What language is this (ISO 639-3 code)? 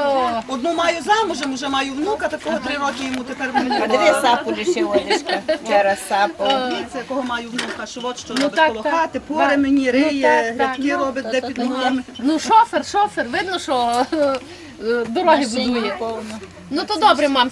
rue